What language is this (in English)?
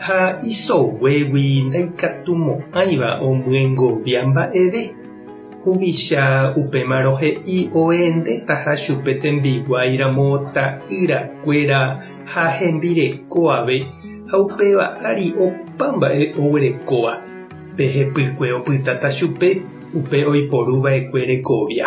Guarani